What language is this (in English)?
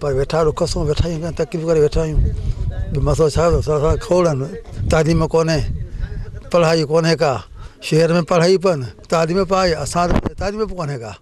Sindhi